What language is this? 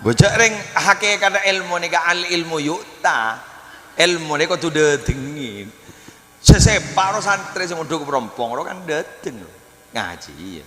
Madurese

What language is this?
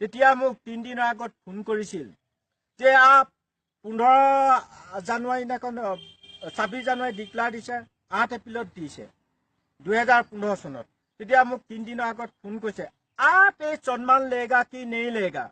Assamese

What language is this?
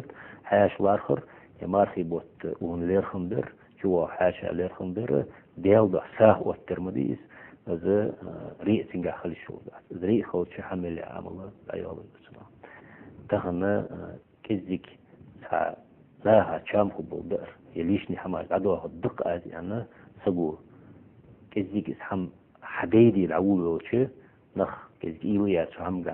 Ingush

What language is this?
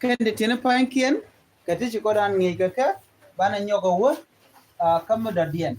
Nuer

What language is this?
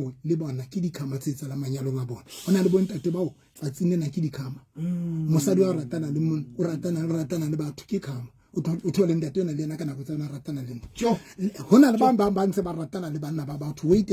Southern Sotho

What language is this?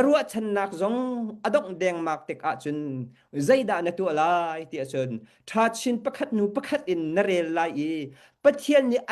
Hakha Chin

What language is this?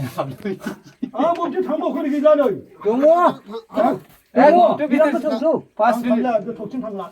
Bodo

